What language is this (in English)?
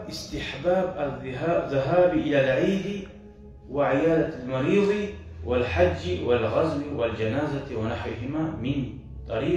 Kumyk